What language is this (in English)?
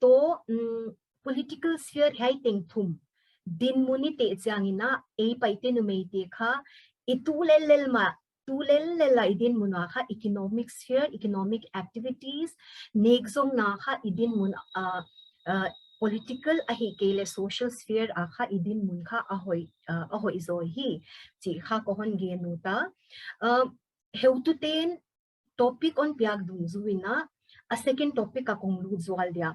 Paite Chin